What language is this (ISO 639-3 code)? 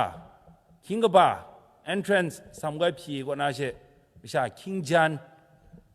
kac